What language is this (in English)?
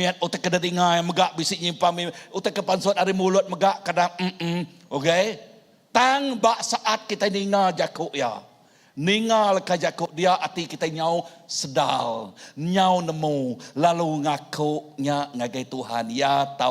Iban